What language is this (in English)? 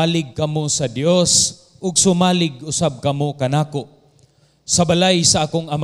Cebuano